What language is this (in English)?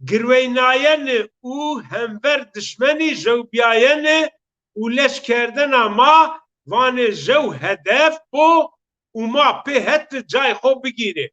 Zaza